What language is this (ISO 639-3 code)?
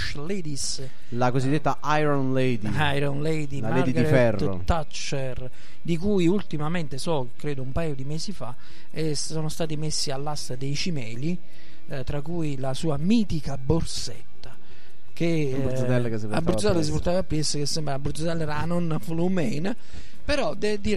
ita